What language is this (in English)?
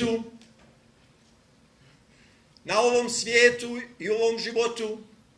Croatian